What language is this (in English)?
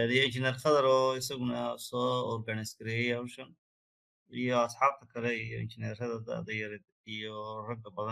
Somali